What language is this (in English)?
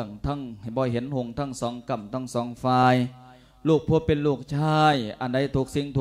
Lao